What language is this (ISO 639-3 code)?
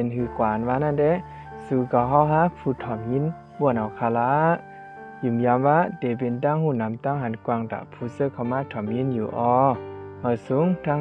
shn